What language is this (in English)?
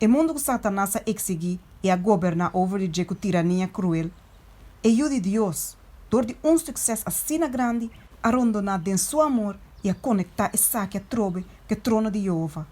Papiamento